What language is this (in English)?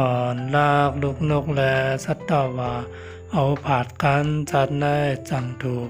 Shan